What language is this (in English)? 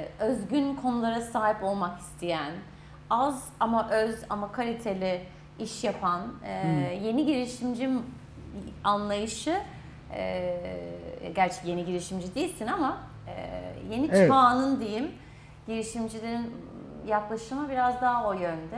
Turkish